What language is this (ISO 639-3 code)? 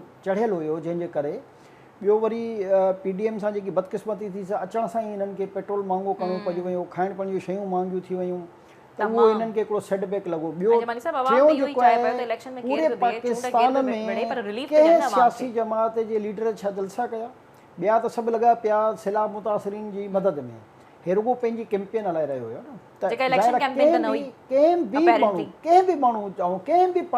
snd